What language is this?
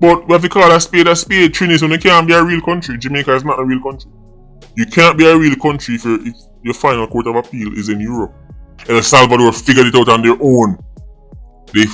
Jamaican Creole English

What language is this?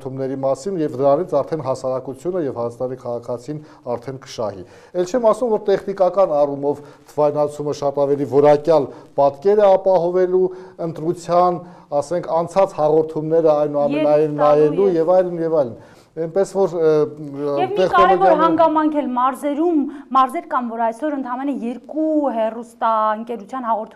Armenian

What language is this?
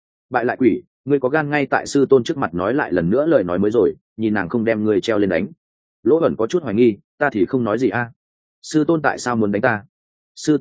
Vietnamese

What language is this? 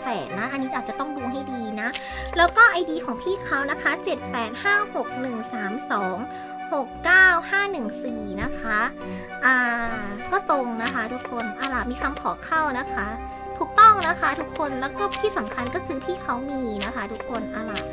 Thai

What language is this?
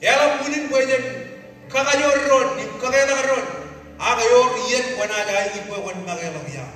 Marshallese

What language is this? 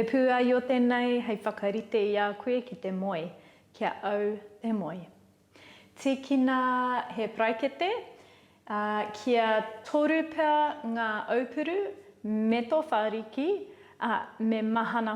Māori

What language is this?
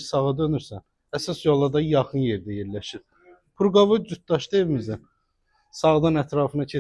Azerbaijani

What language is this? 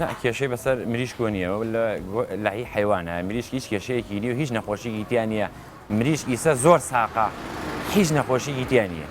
Central Kurdish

